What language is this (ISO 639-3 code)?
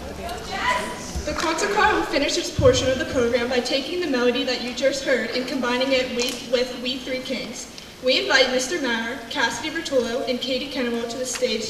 eng